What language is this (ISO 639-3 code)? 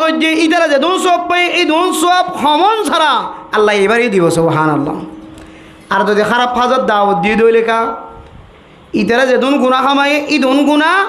rhg